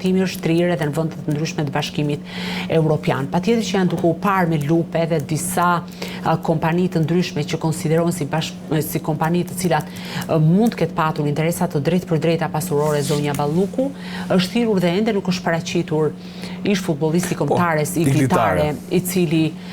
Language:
Albanian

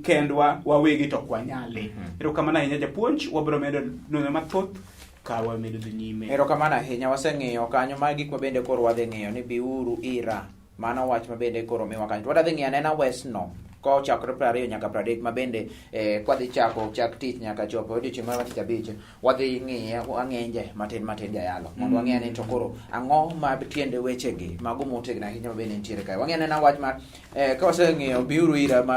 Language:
Luo (Kenya and Tanzania)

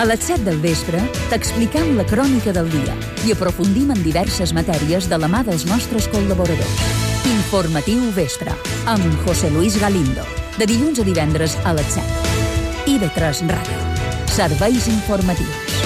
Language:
Catalan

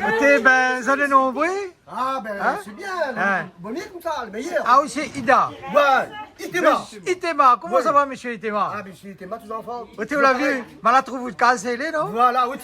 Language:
Réunion Creole French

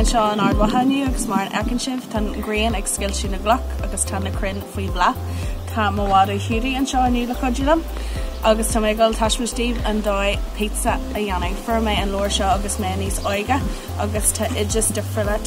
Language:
Irish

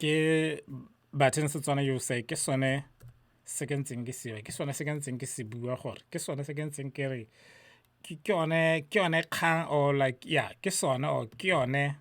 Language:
Tswana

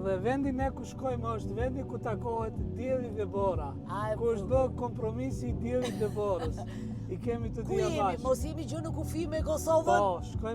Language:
Albanian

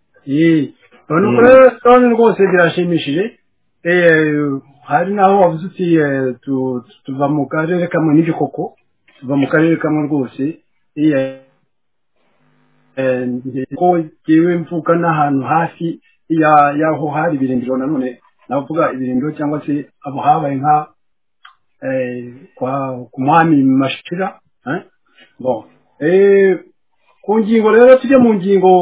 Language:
Kinyarwanda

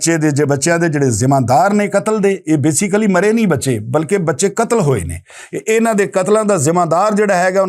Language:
Western Panjabi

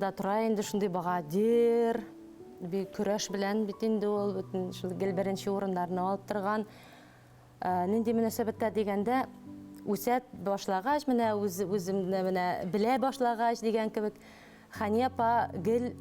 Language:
Bashkir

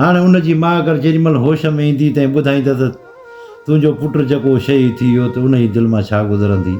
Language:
Sindhi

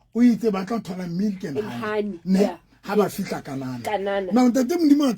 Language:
Southern Sotho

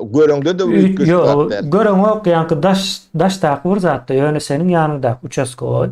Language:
Turkmen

